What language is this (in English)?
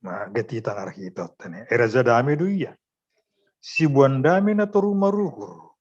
Batak Simalungun